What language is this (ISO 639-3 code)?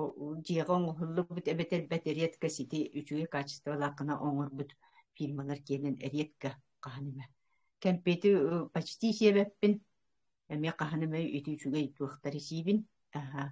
sah